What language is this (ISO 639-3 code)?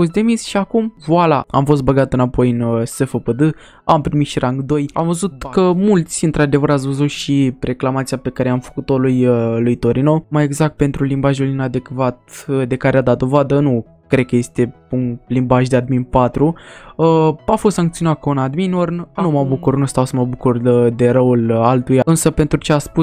ron